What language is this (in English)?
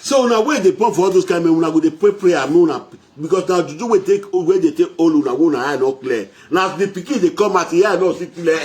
Nigerian Pidgin